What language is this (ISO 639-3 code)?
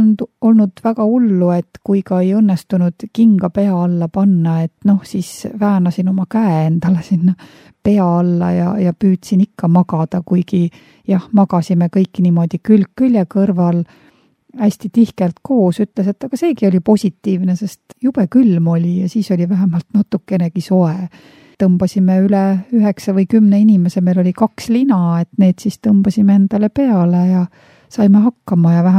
est